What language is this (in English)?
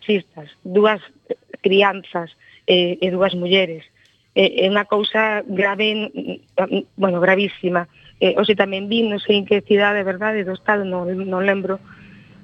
Galician